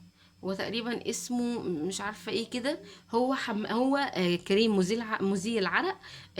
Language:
Egyptian Arabic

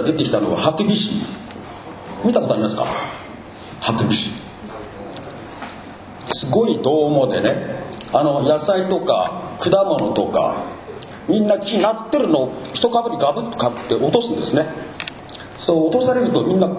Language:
Japanese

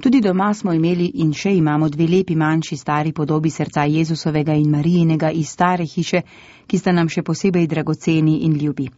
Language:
Slovenian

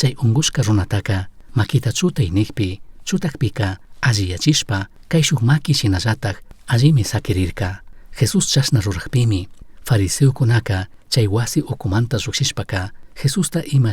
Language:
Chimborazo Highland Quichua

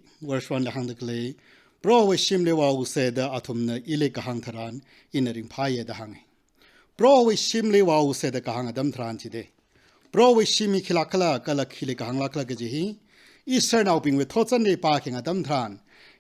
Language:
Tangkhul Naga (India)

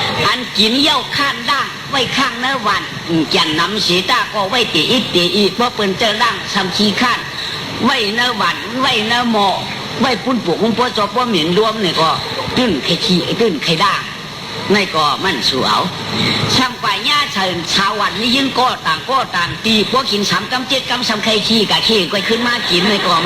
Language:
Shan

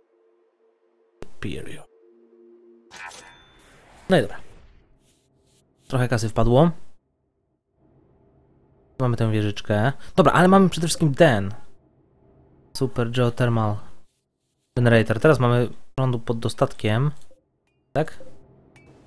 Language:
Polish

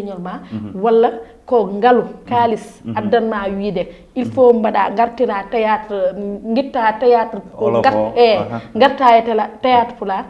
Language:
Fula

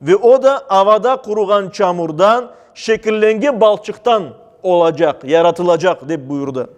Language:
Crimean Tatar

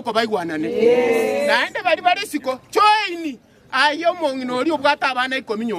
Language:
Gusii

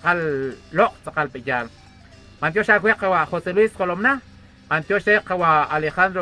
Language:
Kekchí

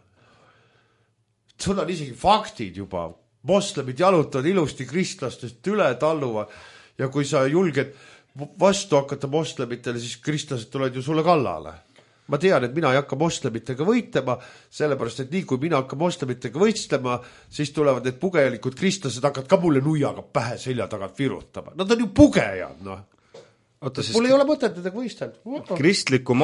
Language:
Estonian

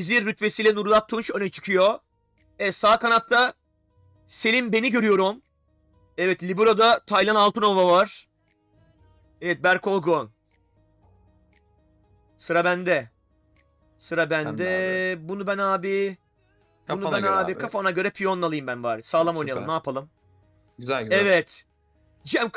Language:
Turkish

